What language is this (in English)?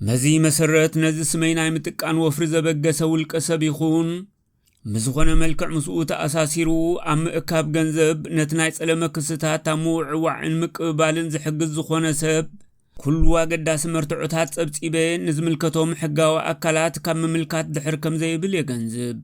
Tigrinya